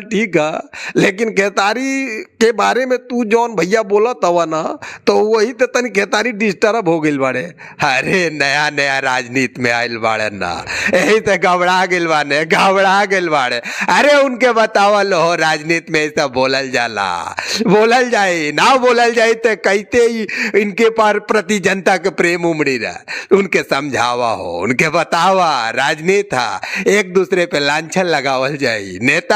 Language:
Bhojpuri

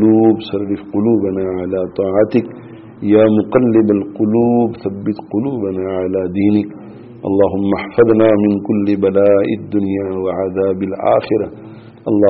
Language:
Urdu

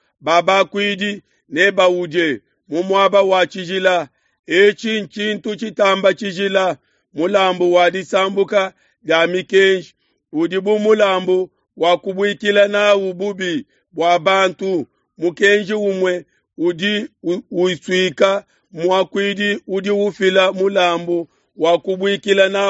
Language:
Luba-Lulua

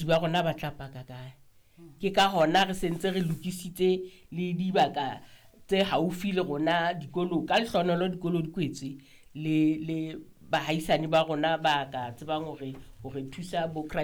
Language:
Southern Sotho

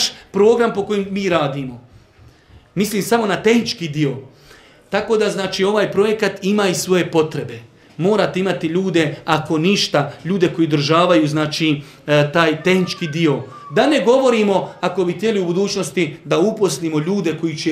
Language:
Bosnian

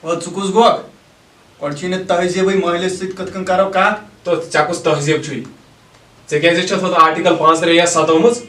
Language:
Kashmiri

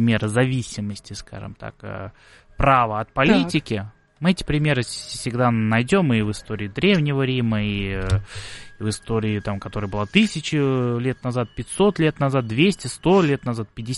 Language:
Russian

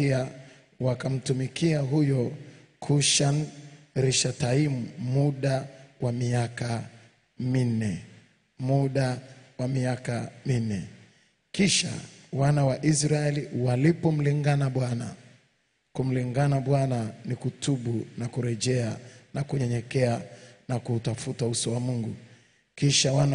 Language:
Swahili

